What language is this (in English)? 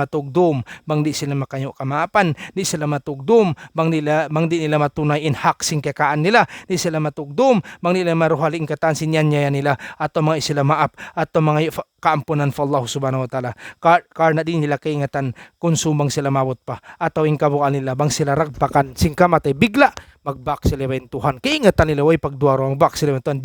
Tausug